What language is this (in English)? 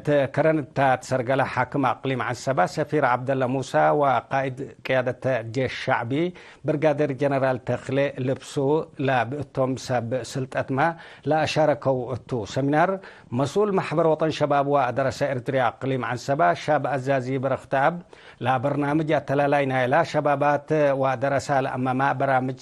Tigre